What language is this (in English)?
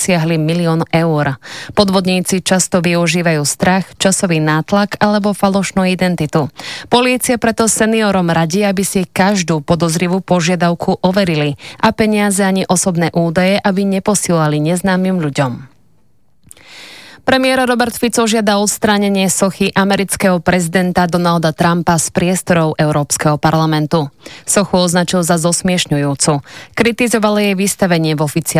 Slovak